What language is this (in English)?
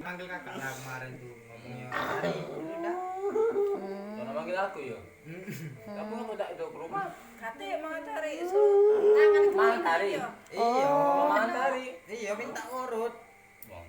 Musi